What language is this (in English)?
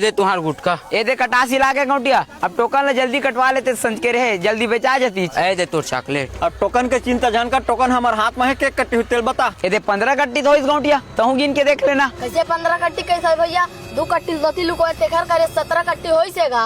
Chhattisgarhi